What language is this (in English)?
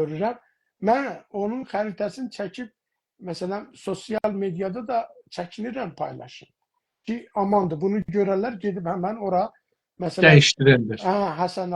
South Azerbaijani